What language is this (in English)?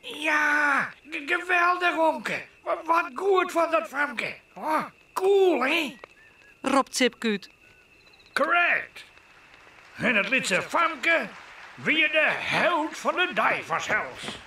Western Frisian